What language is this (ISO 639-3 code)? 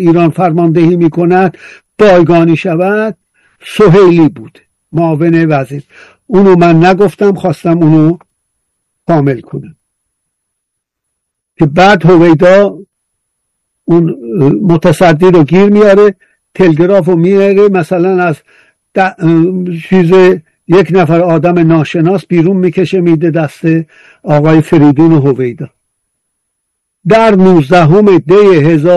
fas